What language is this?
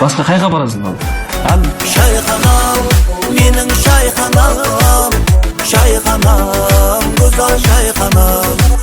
Kara-Kalpak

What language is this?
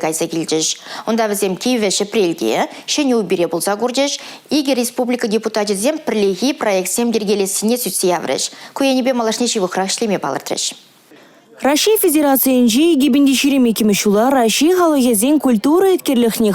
Chuvash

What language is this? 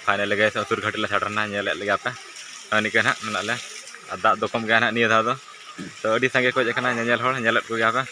Santali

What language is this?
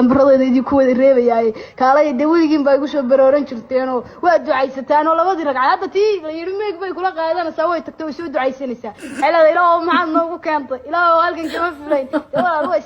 Somali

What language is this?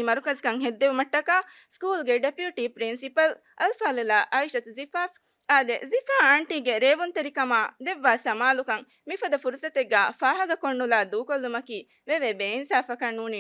Divehi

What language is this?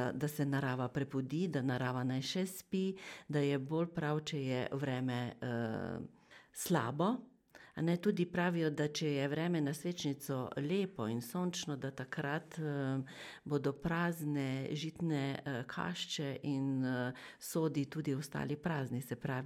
Slovenian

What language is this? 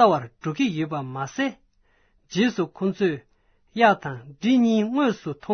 Tibetan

